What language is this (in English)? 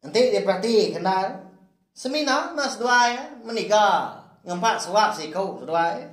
Iban